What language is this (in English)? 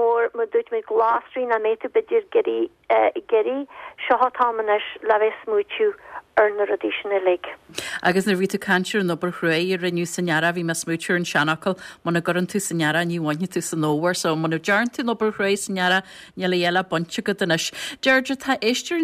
Irish